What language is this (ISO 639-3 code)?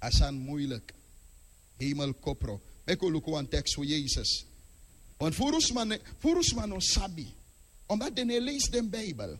srn